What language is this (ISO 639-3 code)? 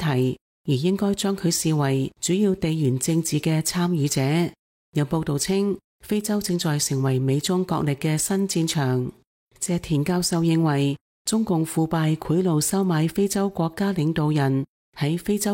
yue